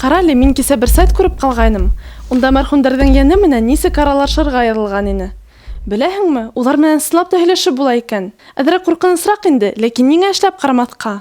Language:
Bashkir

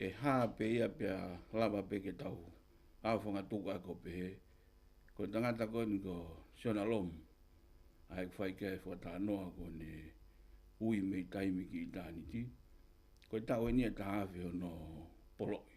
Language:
Tongan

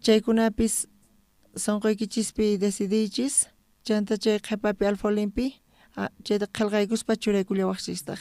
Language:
South Bolivian Quechua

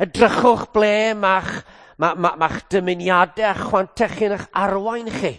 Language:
Welsh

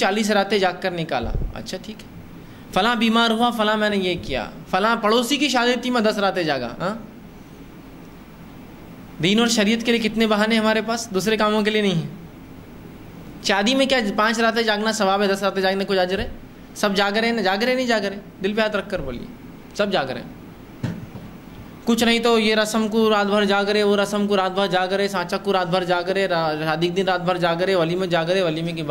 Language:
Urdu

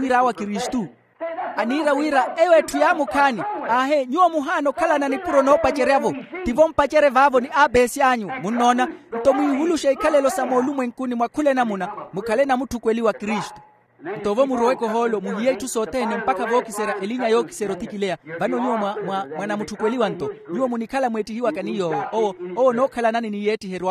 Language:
Makhuwa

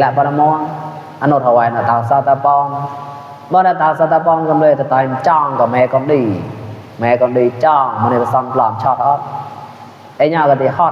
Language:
Mon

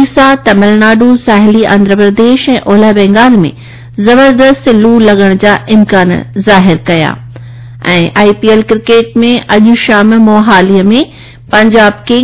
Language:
Sindhi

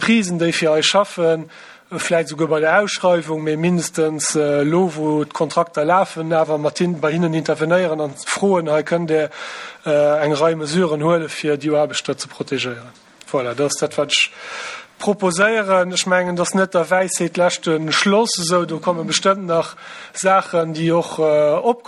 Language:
Luxembourgish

